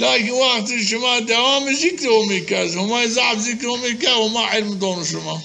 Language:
Zaza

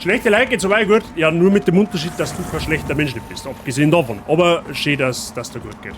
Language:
Bavarian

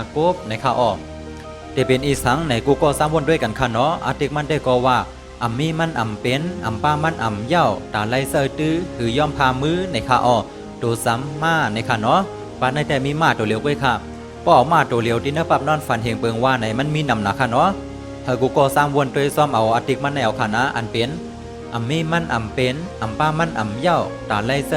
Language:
Shan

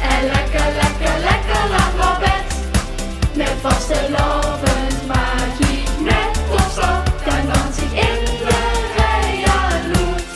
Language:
Limburgish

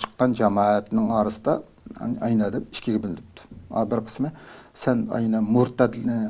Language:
Uyghur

